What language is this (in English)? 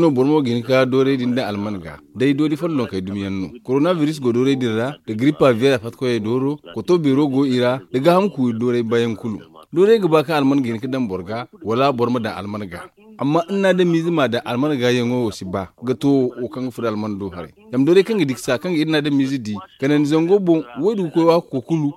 Zarma